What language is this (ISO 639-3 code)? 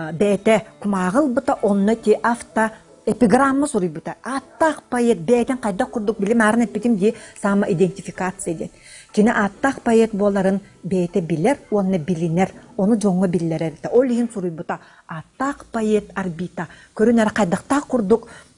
sah